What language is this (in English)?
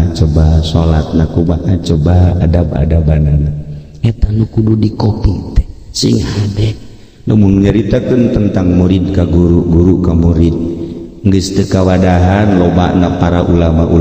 Sundanese